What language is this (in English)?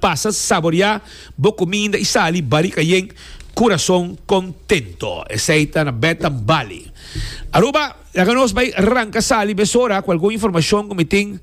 Papiamento